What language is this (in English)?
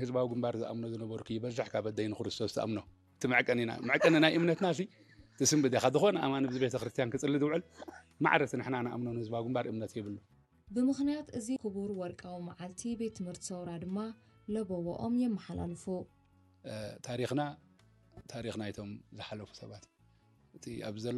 Tigrinya